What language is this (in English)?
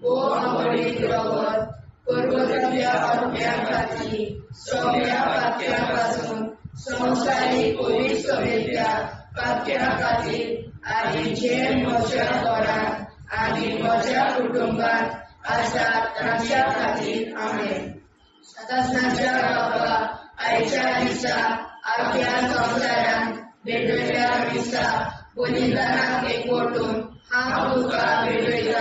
Konkani